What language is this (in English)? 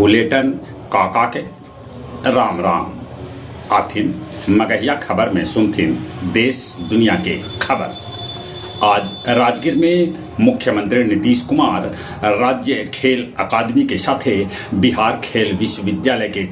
Magahi